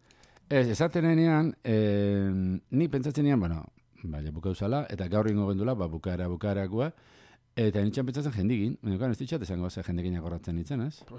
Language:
Basque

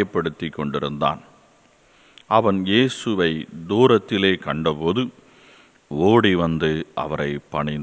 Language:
Tamil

